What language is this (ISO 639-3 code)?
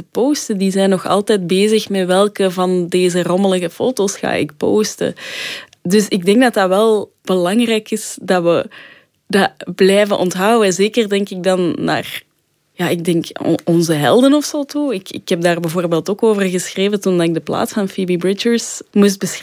nld